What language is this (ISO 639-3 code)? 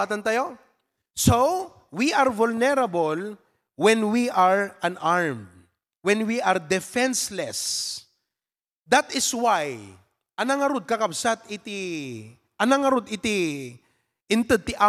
ilo